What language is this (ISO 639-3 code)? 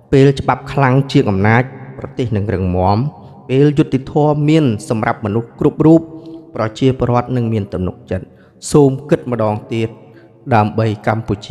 khm